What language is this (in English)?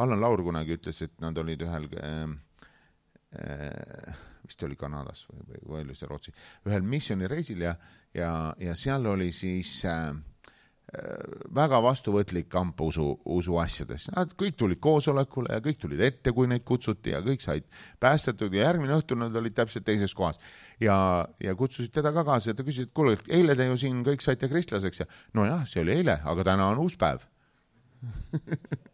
Estonian